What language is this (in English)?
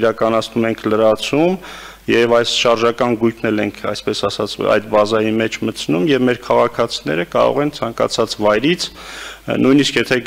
Armenian